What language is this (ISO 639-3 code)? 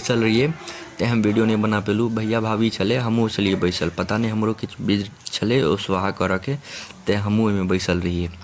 mai